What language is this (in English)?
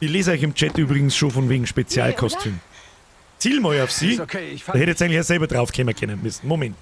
Bavarian